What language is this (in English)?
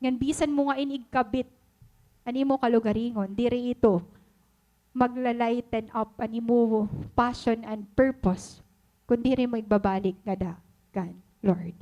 Waray